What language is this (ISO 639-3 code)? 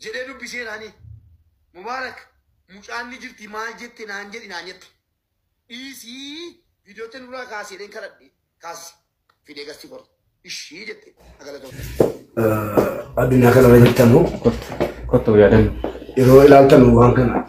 orm